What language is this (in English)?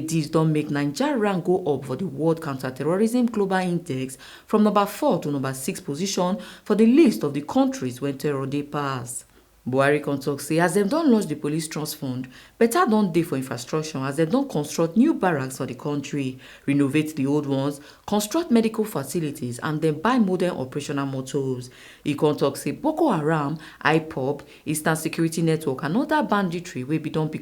Nigerian Pidgin